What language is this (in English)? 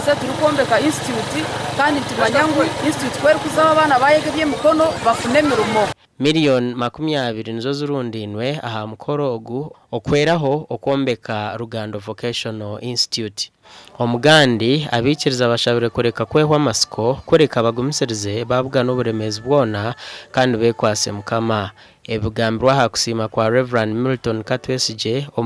Nyankole